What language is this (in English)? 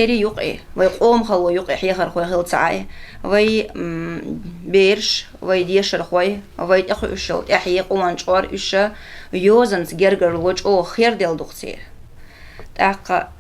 Chechen